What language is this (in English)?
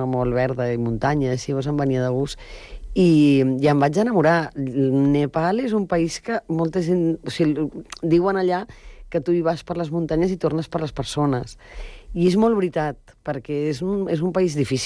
Catalan